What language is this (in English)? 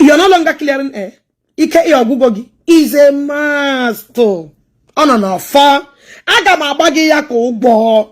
Igbo